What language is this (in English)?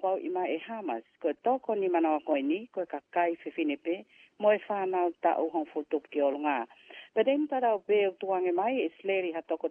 Tongan